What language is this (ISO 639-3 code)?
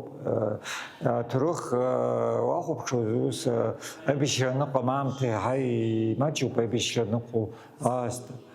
abk